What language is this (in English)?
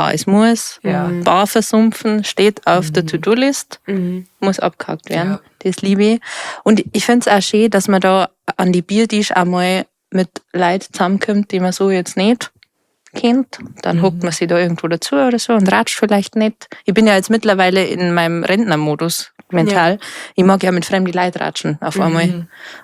Bavarian